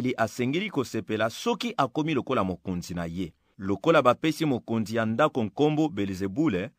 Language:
Lingala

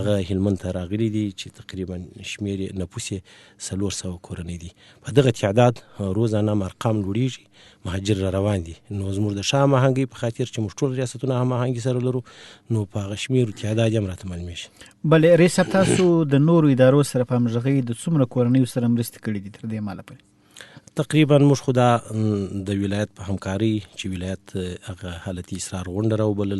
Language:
Pashto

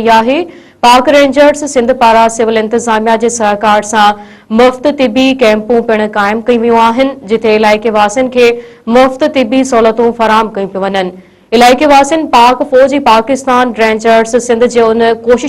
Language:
Sindhi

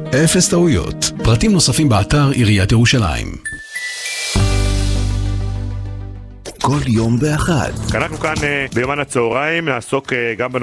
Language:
Hebrew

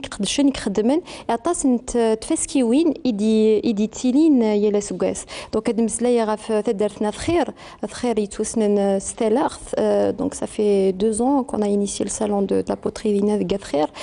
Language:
Kabyle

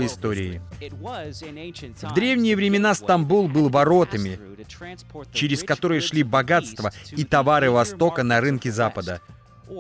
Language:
Russian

